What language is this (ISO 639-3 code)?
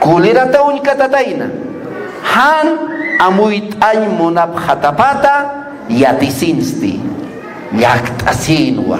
aym